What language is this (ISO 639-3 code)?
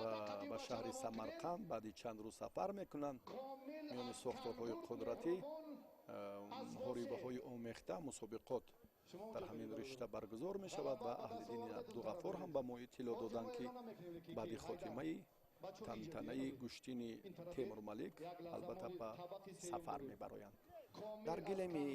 tgk